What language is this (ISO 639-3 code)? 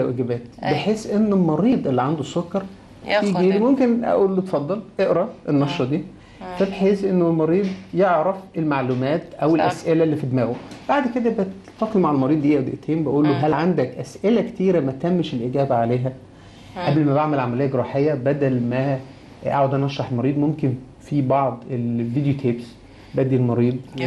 arz